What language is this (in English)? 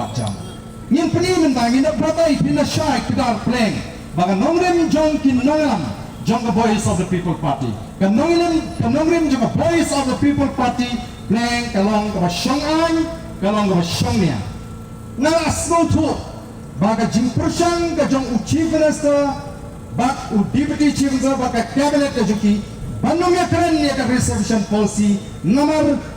Khasi